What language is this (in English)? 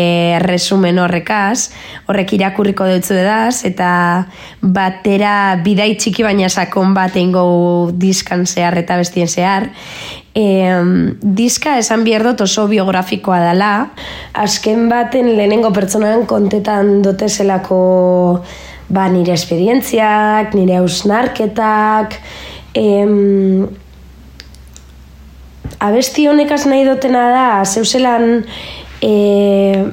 Basque